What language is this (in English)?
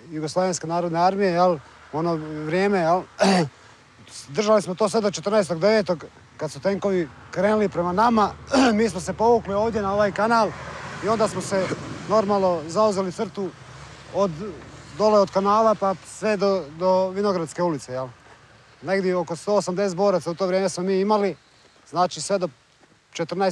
Croatian